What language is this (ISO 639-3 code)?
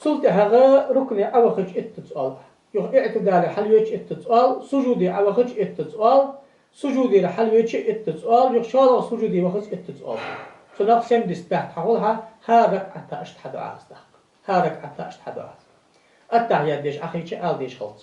inh